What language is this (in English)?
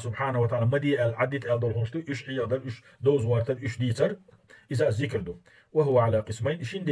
Chechen